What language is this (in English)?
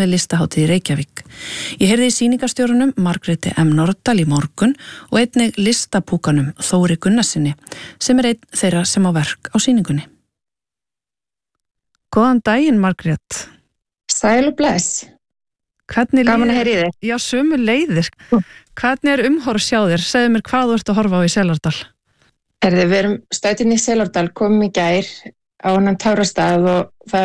Icelandic